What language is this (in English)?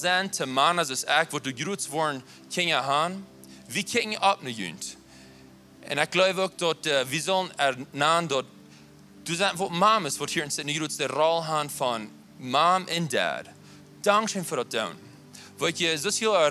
Plautdietsch